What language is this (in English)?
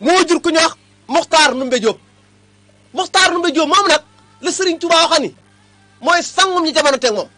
Wolof